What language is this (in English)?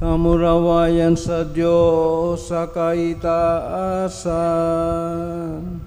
Bikol